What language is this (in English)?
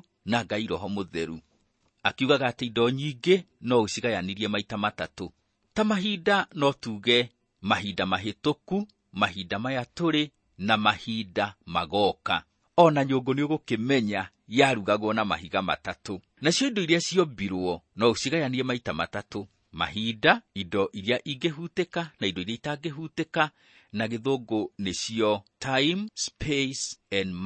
Kikuyu